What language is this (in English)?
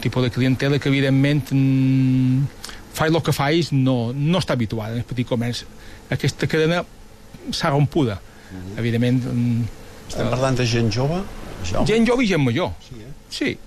Catalan